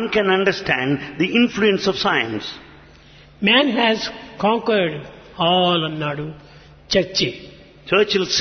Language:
Telugu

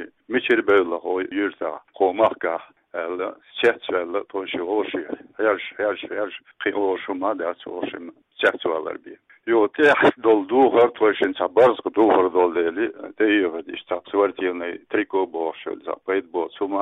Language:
Chechen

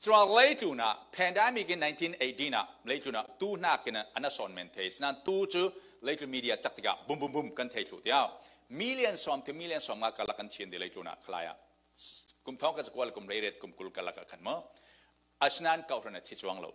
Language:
Falam Chin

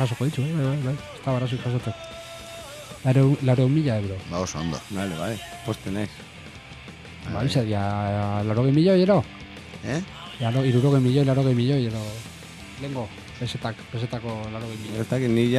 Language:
Basque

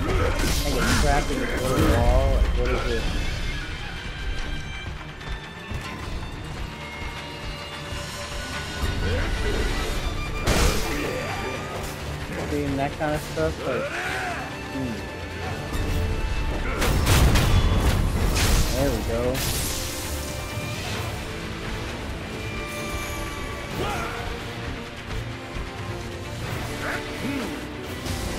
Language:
English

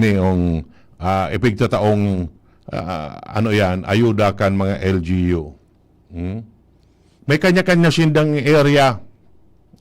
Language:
Bikol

